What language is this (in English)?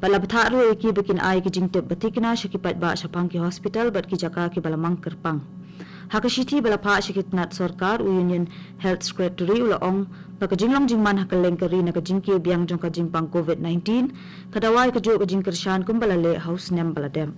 Khasi